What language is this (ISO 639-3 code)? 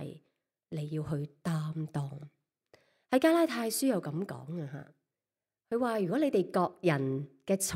yue